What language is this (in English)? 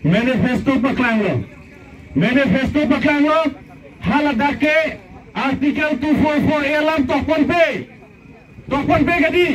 Karbi